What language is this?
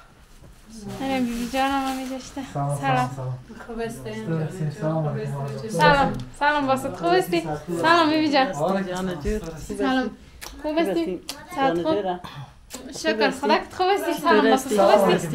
Persian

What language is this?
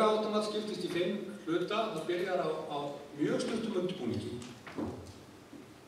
Icelandic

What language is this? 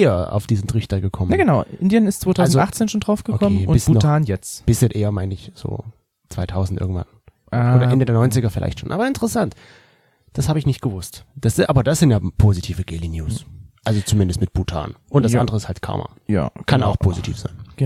German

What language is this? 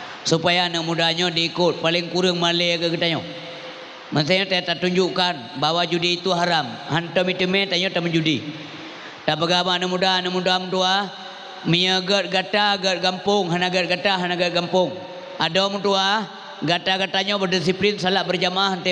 Achinese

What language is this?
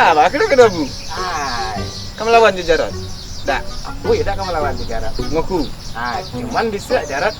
Minangkabau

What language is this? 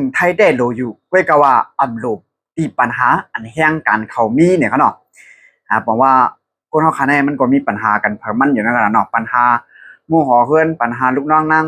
Shan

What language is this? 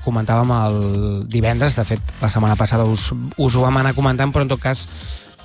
Catalan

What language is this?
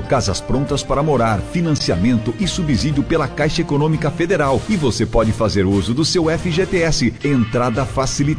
Portuguese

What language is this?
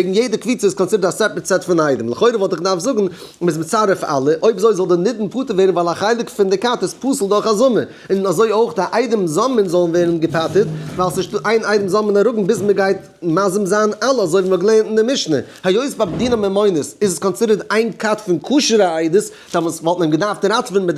Yiddish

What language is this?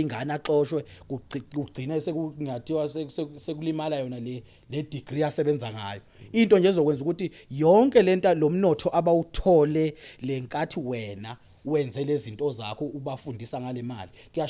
Zulu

